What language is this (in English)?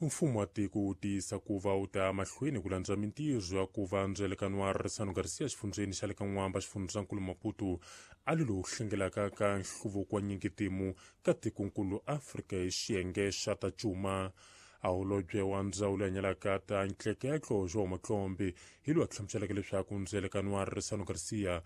Tsonga